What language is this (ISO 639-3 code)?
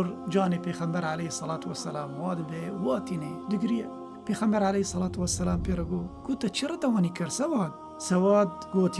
kur